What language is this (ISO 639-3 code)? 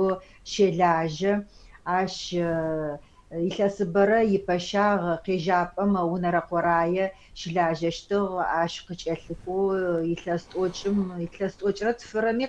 ady